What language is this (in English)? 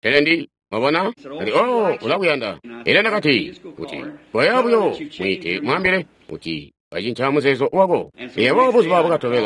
Tonga (Zambia)